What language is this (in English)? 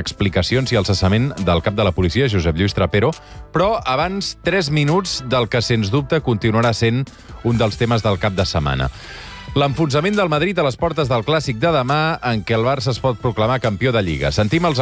Catalan